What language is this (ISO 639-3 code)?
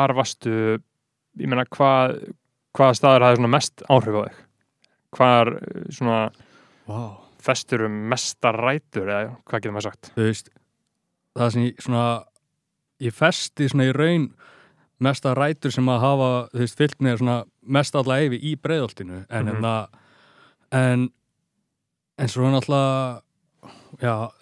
isl